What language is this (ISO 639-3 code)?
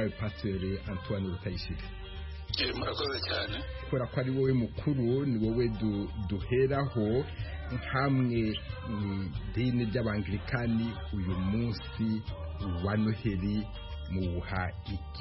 kin